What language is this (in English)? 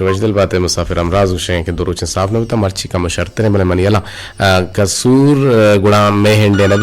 Eastern Balochi